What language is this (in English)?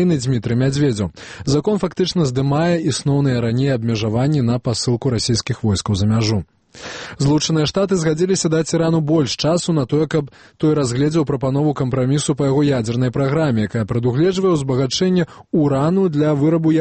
Belarusian